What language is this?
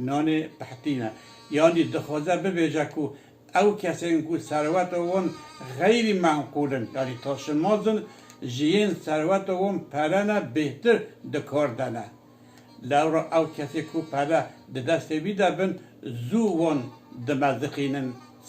Kurdish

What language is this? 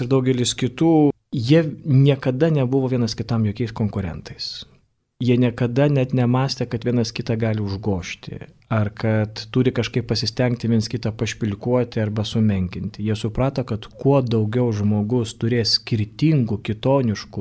Lithuanian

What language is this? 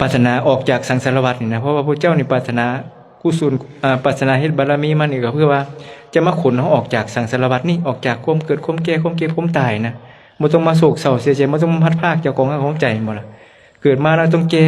Lao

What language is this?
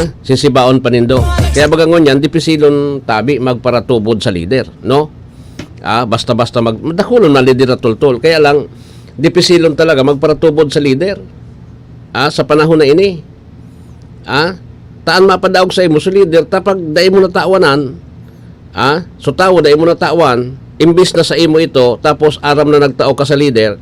Bikol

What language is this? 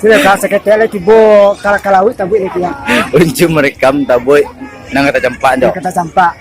Minangkabau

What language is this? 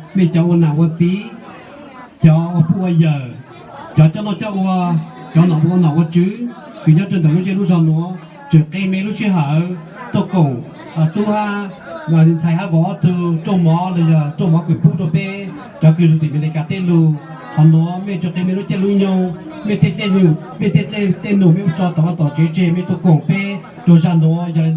Hmong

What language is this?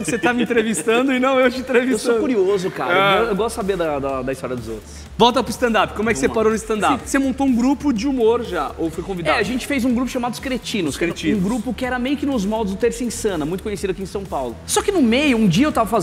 Portuguese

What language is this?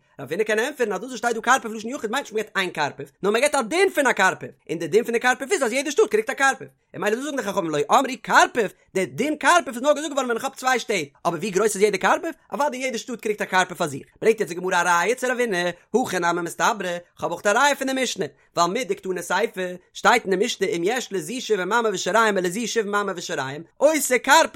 Yiddish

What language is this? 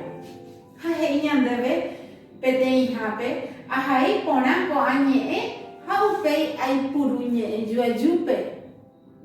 Guarani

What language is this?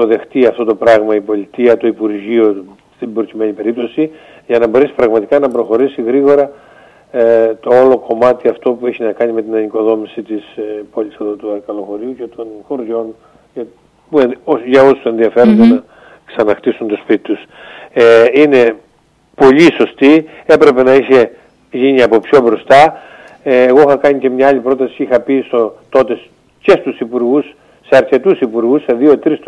Greek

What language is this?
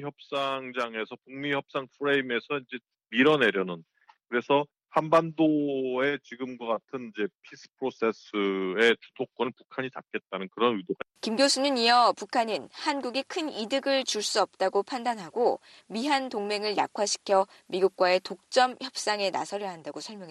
Korean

